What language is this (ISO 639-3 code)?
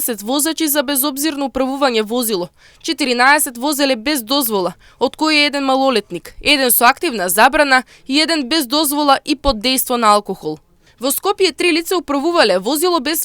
mkd